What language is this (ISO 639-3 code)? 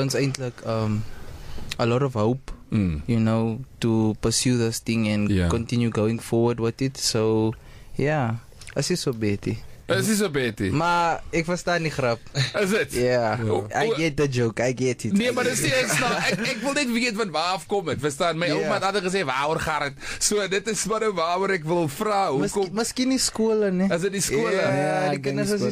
afr